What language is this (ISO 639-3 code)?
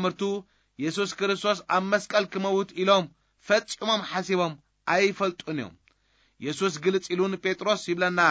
tir